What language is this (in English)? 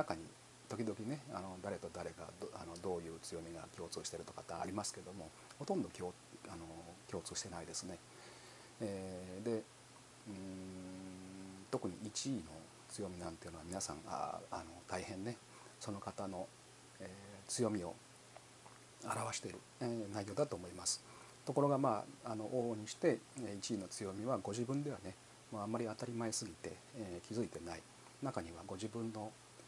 Japanese